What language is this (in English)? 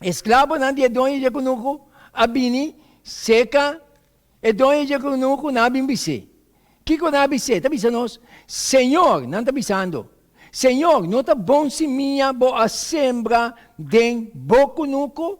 Papiamento